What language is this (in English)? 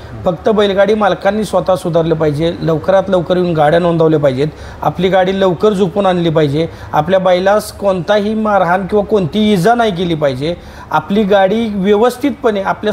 Marathi